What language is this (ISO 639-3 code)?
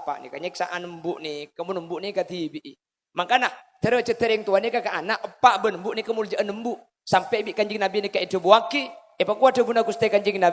mad